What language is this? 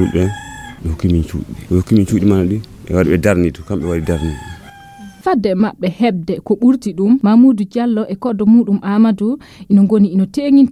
Nigerian Fulfulde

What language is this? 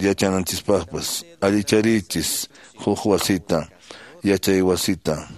Quechua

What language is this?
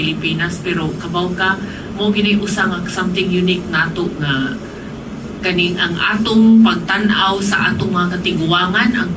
Cebuano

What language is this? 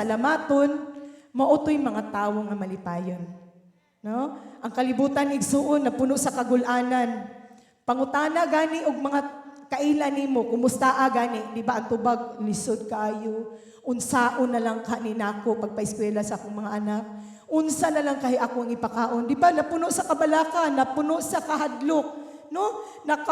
Cebuano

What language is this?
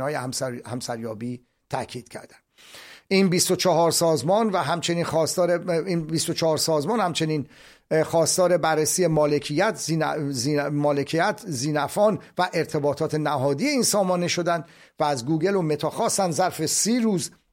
Persian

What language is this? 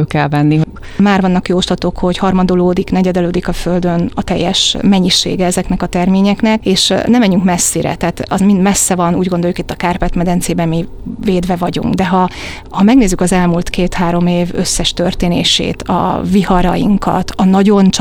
Hungarian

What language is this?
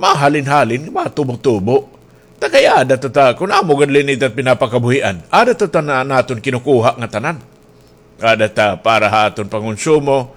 Waray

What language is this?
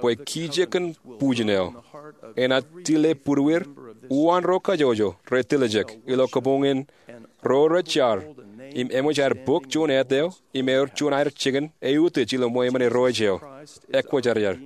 Marshallese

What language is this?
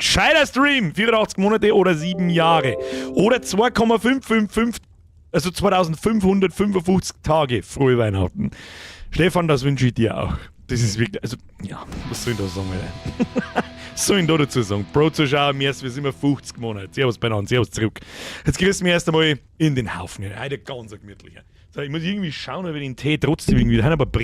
Bavarian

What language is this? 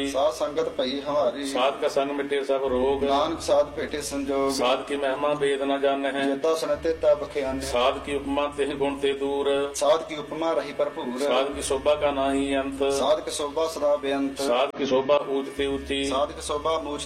Punjabi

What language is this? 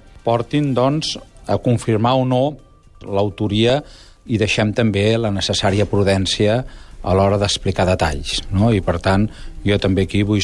Catalan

